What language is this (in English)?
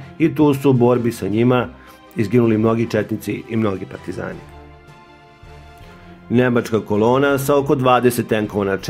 Serbian